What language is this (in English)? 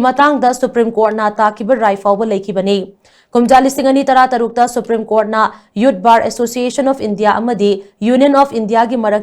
Manipuri